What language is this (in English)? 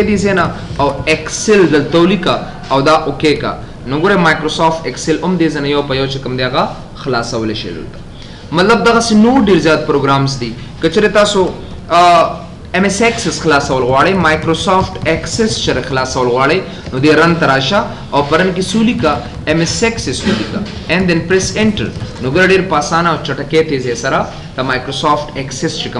Pashto